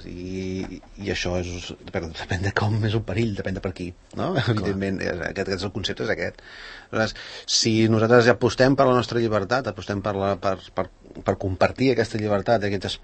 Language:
Catalan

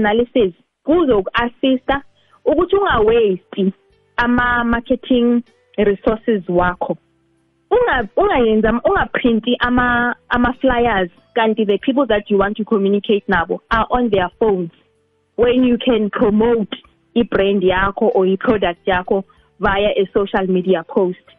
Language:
South Ndebele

